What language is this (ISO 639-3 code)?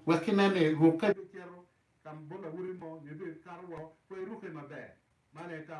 ach